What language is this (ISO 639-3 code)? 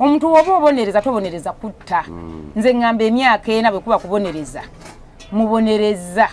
lug